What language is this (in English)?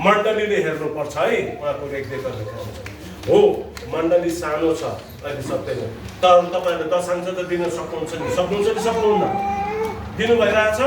Nepali